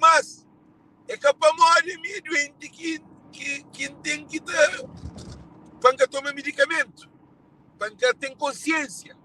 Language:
Kabuverdianu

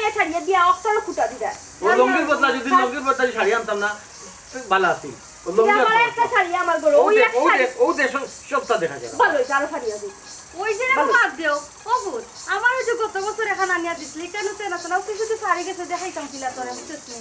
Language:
Sylheti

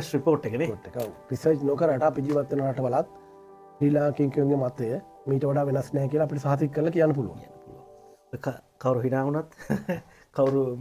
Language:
Sinhala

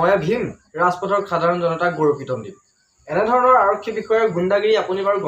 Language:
Assamese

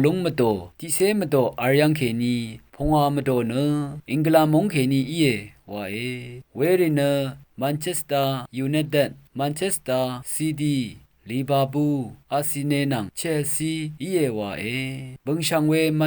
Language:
Rawang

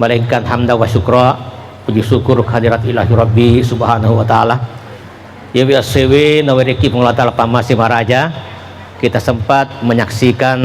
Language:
Buginese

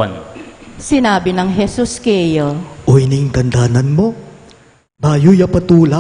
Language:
Pampanga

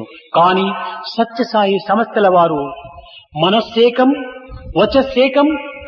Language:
Telugu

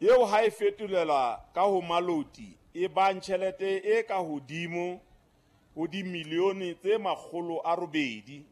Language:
Southern Sotho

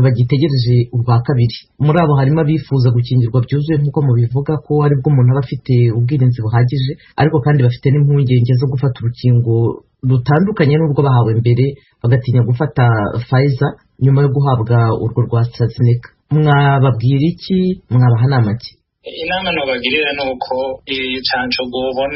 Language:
Rundi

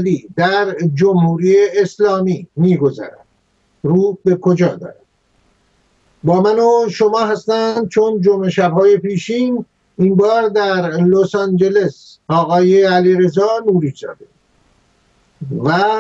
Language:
Persian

